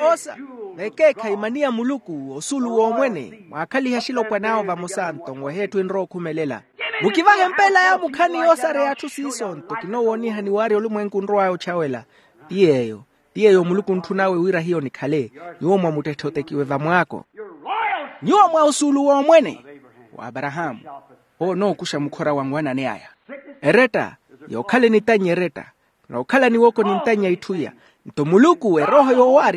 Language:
Makhuwa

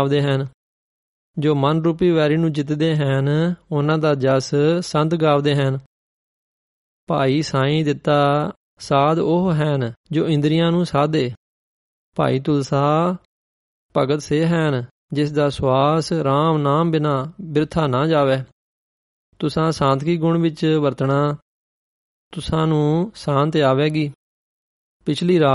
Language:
Punjabi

